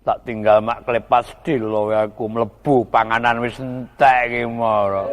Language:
Javanese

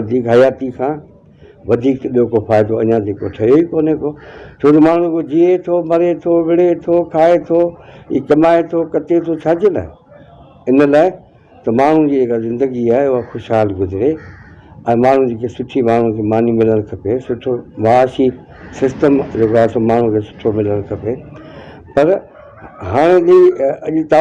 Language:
Sindhi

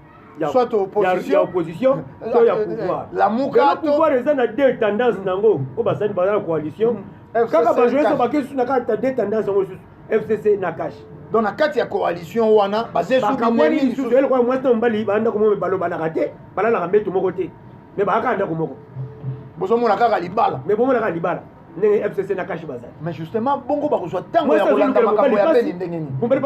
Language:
Lingala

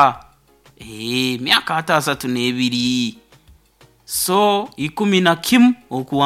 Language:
Nyoro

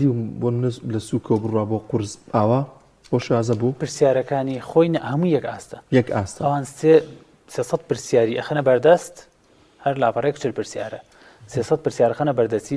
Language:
Central Kurdish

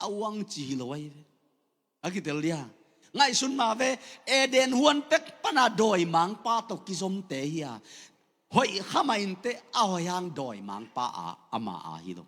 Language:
Tedim Chin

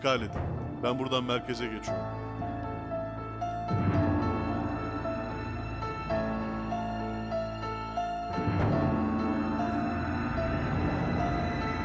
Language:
Turkish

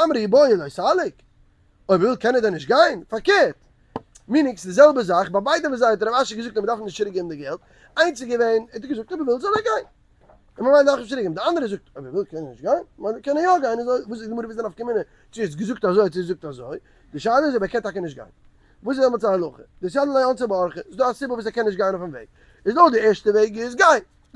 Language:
Yiddish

